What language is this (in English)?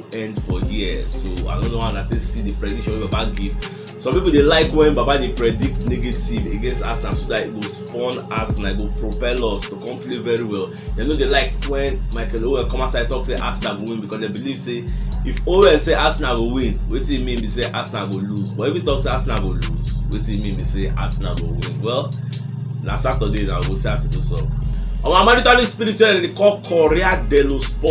Nigerian Pidgin